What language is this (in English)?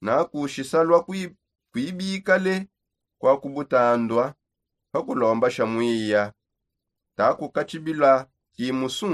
Songe